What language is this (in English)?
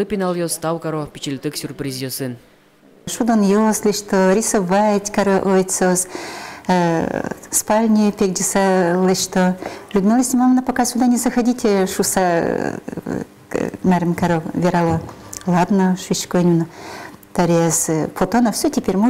Udmurt